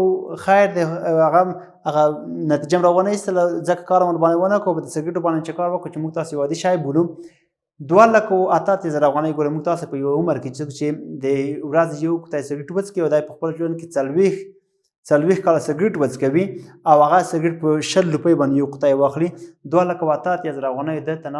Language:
Pashto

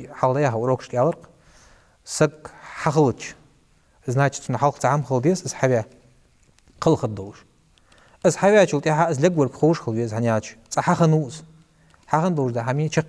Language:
Ingush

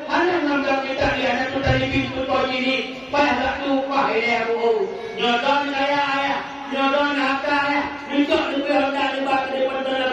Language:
Achinese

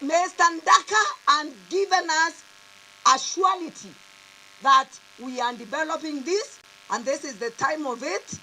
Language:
Meru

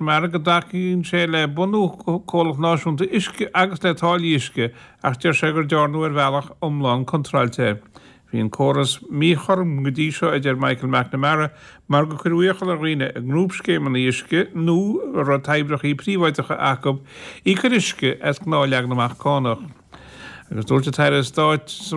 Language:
Irish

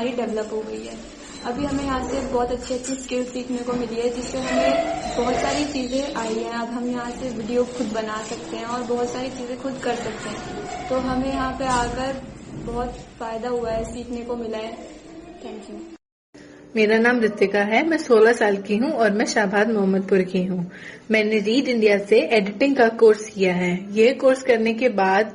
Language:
Hindi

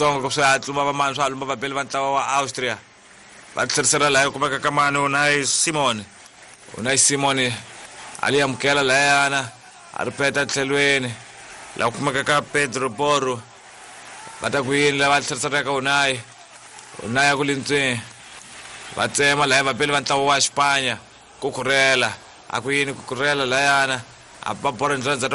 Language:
Tsonga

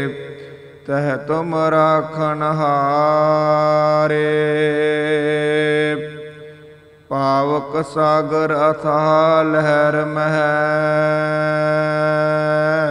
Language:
Punjabi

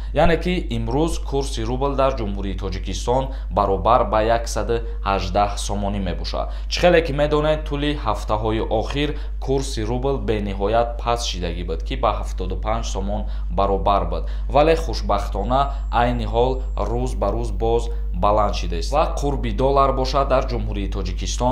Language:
Tajik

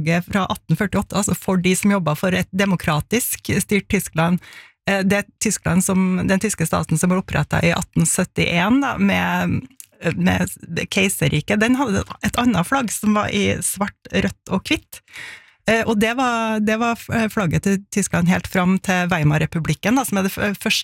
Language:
Norwegian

